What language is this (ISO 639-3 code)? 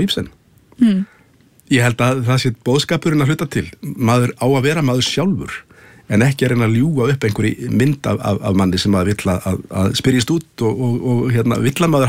isl